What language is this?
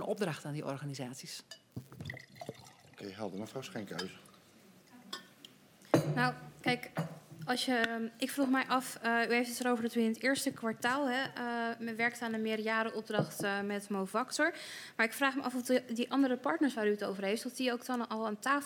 Dutch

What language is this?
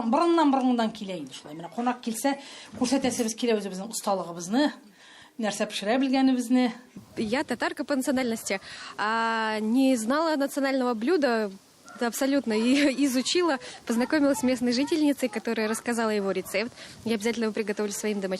Tatar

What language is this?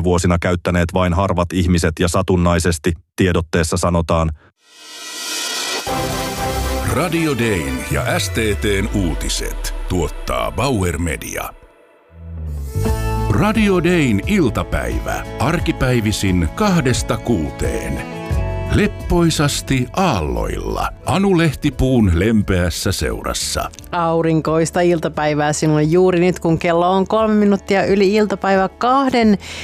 Finnish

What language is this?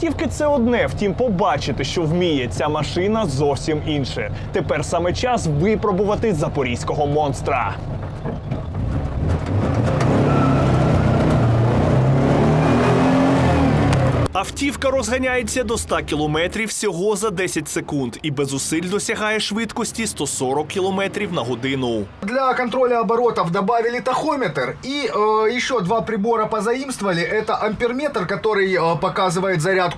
Ukrainian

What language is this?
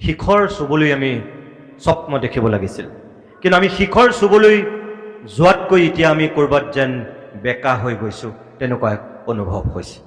Assamese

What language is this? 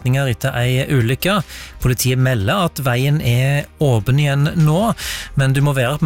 Norwegian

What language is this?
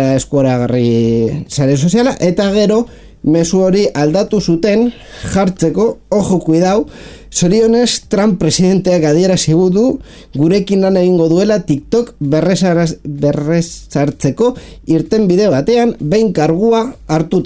Basque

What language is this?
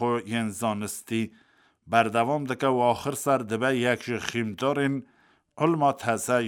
Kurdish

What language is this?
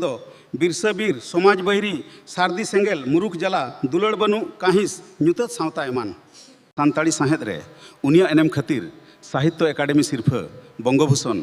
Santali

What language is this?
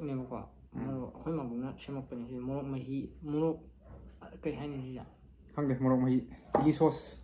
Manipuri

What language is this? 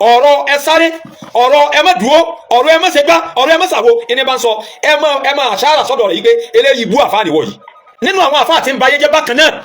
Yoruba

